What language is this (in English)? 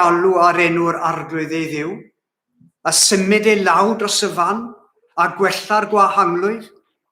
Welsh